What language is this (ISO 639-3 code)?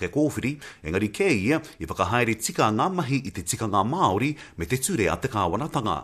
mri